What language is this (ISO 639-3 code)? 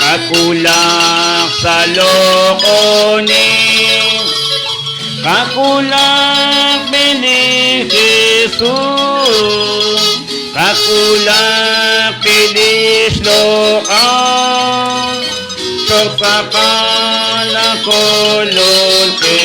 kek